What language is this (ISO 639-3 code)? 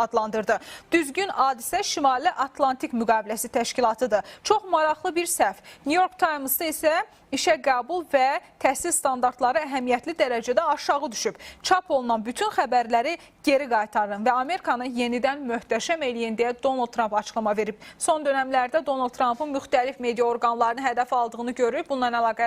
aze